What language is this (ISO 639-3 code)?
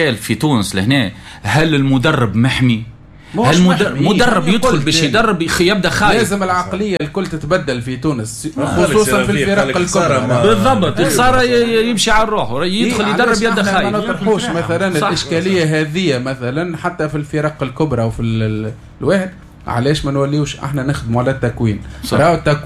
aeb